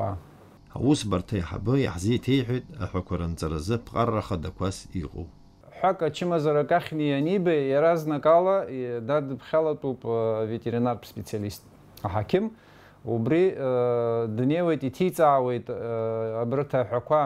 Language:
Abkhazian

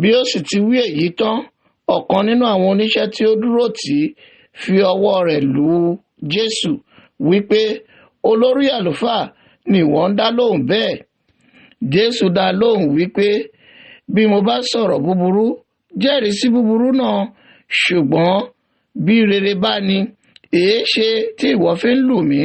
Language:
Yoruba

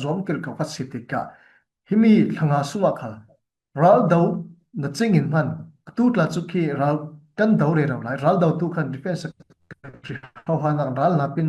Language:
Falam Chin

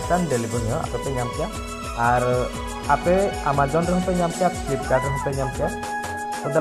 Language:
Santali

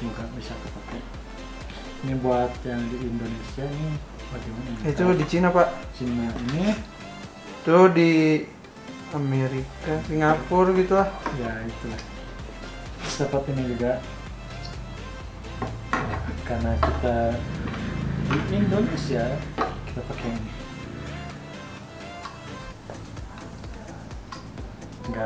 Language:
Indonesian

